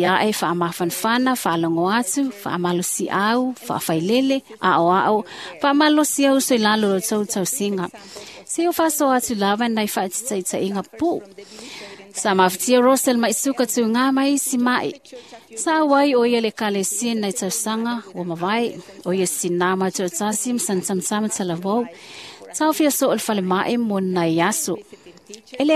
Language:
Samoan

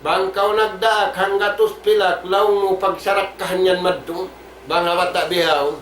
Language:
Tausug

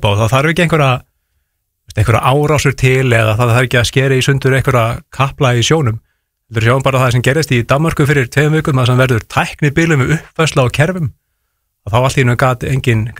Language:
Icelandic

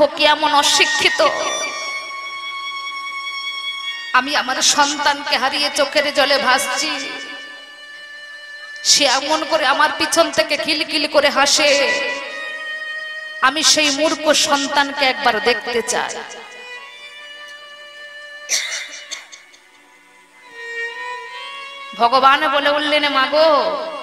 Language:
Bangla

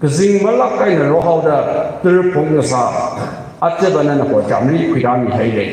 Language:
Tangkhul Naga (India)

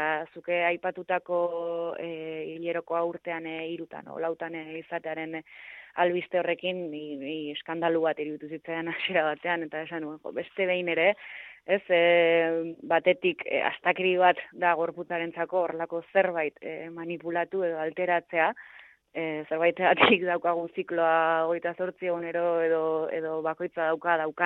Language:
Basque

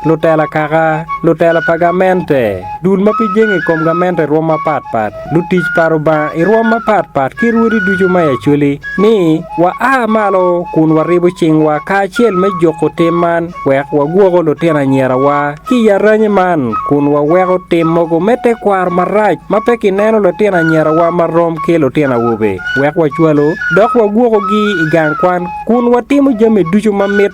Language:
Acoli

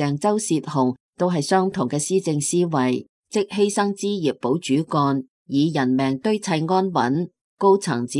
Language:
Cantonese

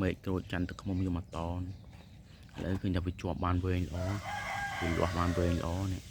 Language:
Khmer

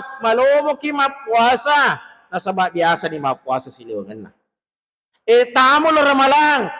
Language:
Buginese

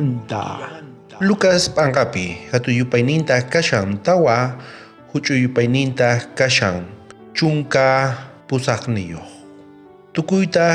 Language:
South Bolivian Quechua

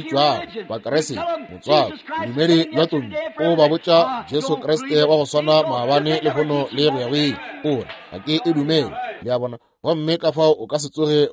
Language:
Northern Sotho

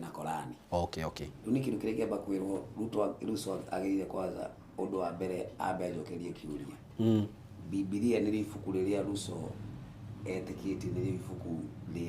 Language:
Kikuyu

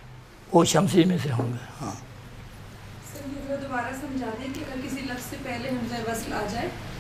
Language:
Urdu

